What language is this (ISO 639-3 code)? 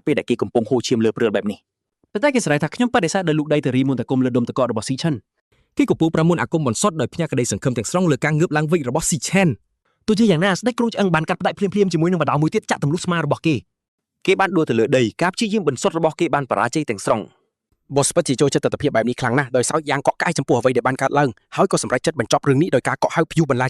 khm